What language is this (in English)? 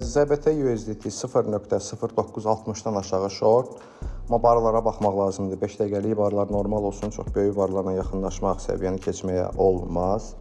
Azerbaijani